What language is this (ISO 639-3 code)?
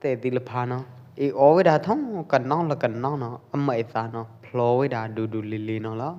kjp